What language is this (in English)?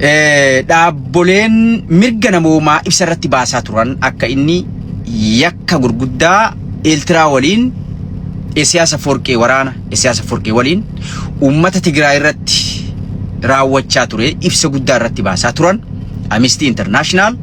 Oromo